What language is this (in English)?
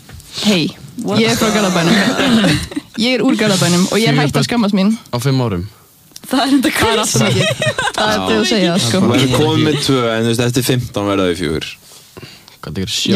Icelandic